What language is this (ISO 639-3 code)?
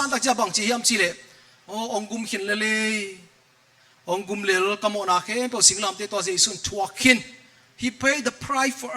ctd